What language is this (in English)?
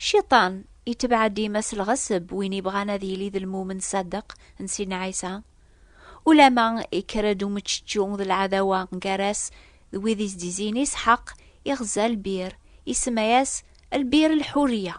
Kabyle